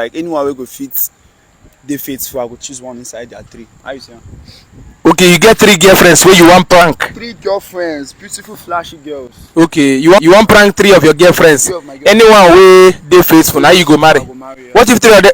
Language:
Nigerian Pidgin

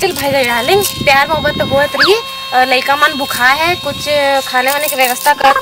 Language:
Chhattisgarhi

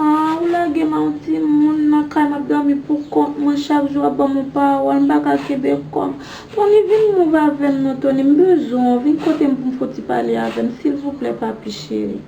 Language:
Haitian Creole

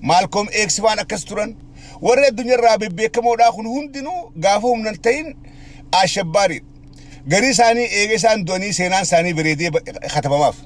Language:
Oromo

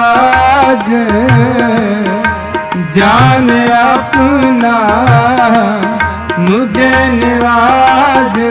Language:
Punjabi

